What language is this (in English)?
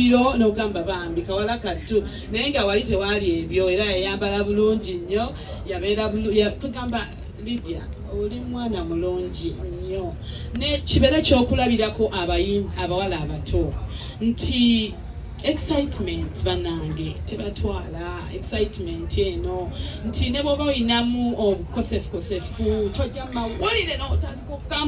Ganda